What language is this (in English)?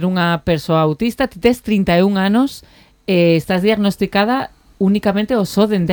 Galician